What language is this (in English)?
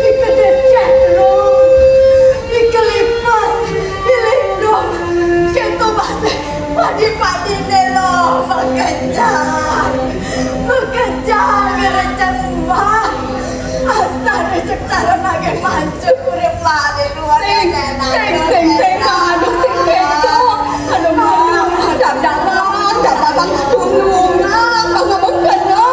Balinese